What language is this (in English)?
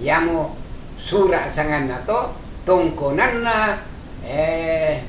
Toraja-Sa'dan